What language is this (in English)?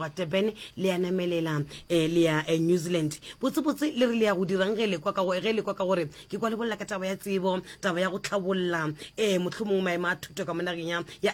Northern Sotho